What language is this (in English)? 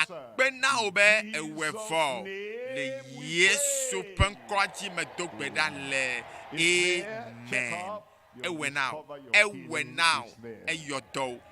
Ewe